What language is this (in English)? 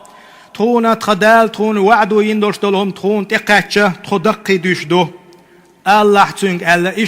Chechen